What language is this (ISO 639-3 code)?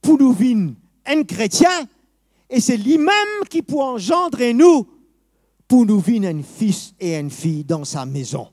mfe